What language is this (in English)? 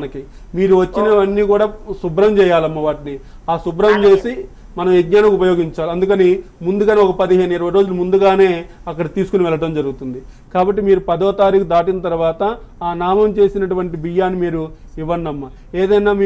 Telugu